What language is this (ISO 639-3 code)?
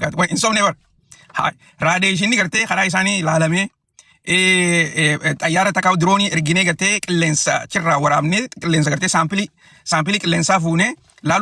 orm